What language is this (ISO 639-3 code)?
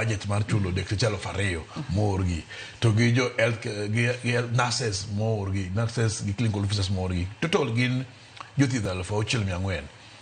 luo